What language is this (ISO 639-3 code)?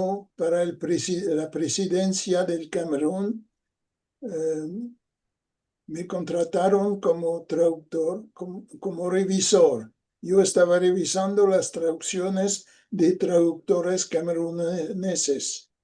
lad